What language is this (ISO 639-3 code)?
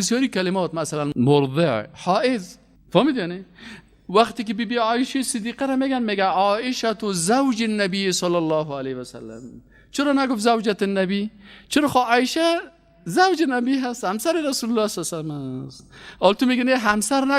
fas